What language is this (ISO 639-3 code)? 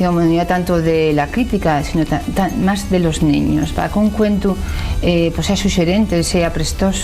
ast